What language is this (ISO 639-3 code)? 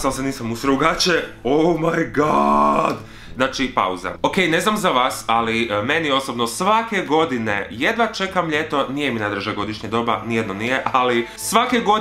hrv